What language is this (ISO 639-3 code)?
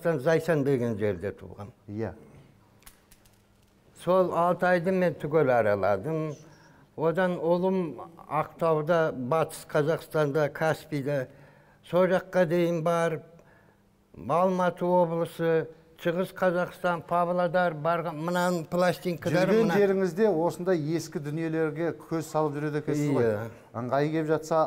kaz